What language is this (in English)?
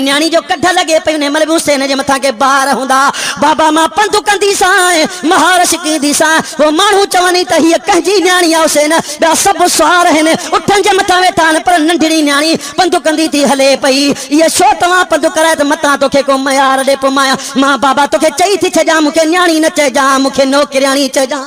Sindhi